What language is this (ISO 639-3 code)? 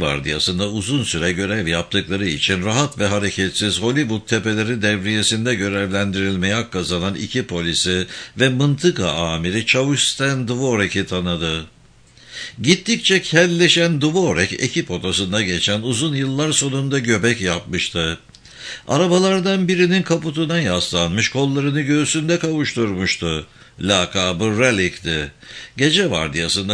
tur